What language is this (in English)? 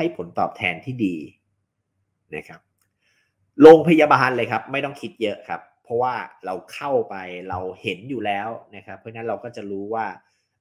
Thai